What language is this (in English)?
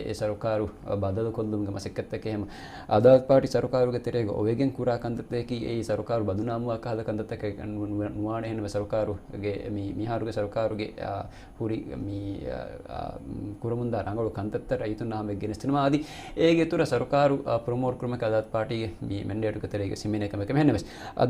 Divehi